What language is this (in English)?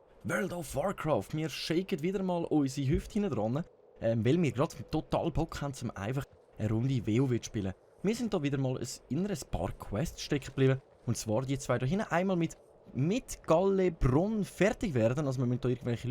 Swiss German